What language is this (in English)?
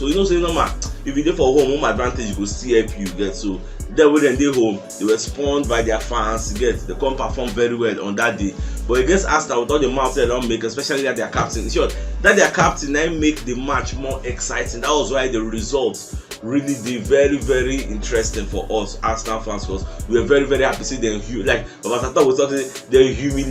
Nigerian Pidgin